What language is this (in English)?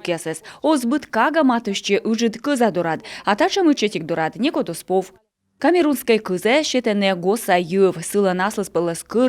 Komi